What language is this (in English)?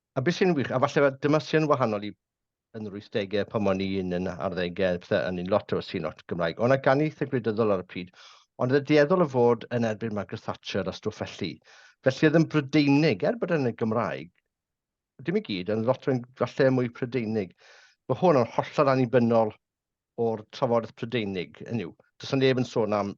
Welsh